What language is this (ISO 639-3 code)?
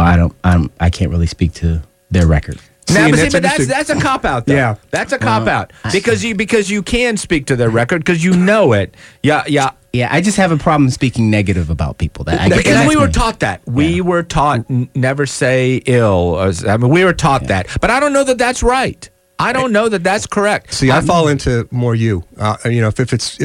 eng